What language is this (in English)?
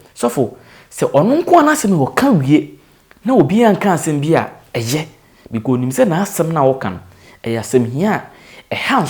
Akan